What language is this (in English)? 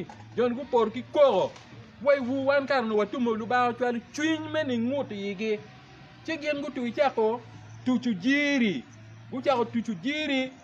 Acoli